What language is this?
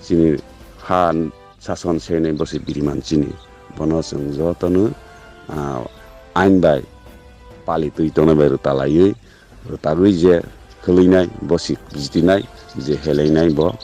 Riang (India)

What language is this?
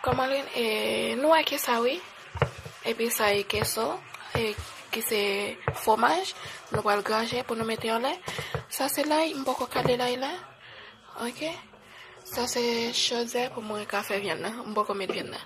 Haitian Creole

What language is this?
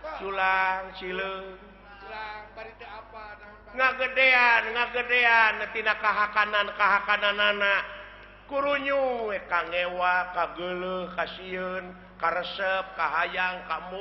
Sundanese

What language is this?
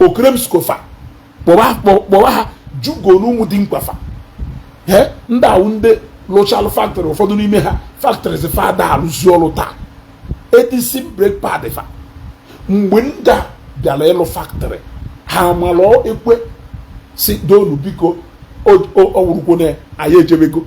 Igbo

